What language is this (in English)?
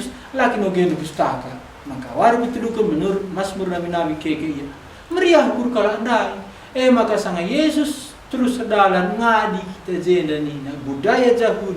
Batak Karo